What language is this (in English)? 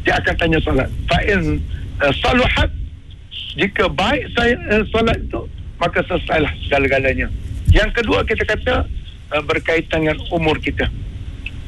Malay